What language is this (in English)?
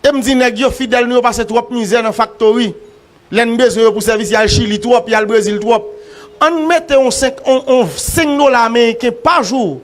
Haitian Creole